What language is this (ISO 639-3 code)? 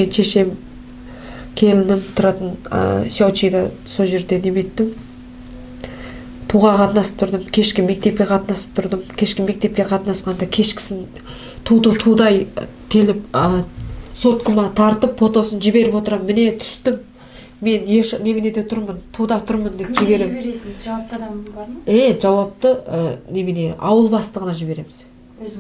kaz